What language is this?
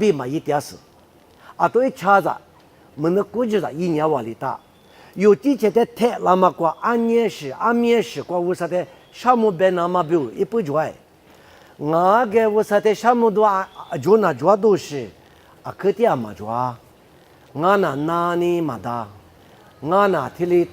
Lisu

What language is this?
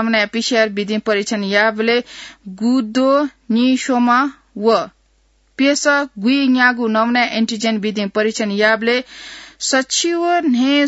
Newari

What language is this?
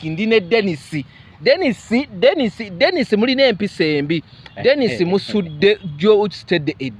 Ganda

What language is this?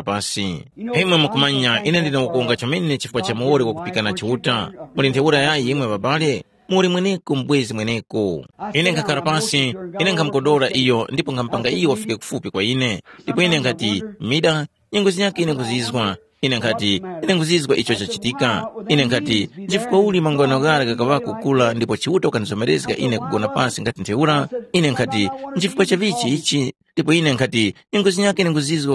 Tumbuka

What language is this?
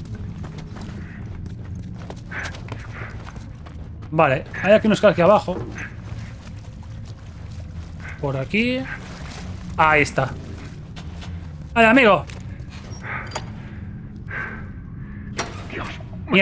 Spanish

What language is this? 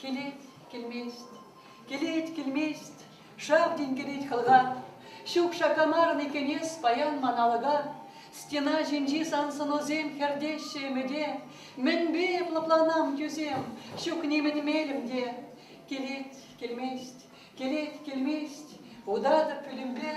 Chuvash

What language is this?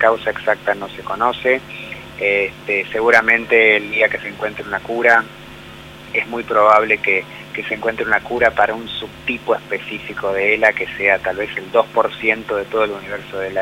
Spanish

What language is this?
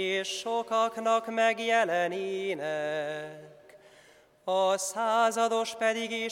Hungarian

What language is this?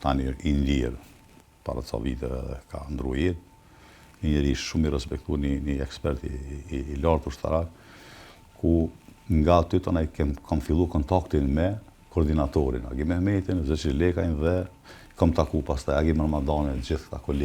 Albanian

